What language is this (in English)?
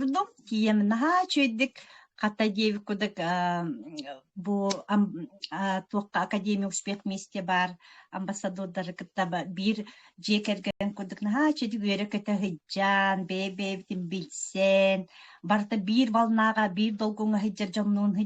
Yakut